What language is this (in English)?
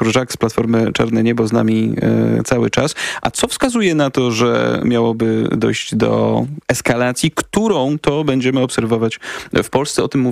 Polish